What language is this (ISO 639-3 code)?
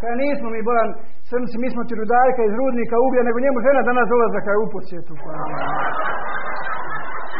hrv